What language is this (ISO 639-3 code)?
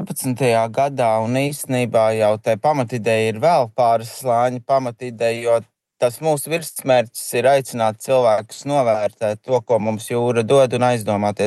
lav